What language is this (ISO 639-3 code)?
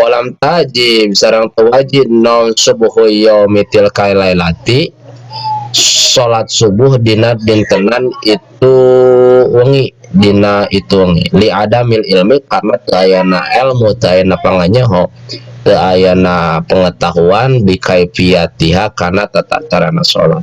sun